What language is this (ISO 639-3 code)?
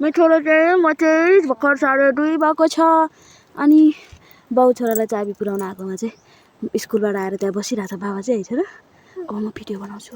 nep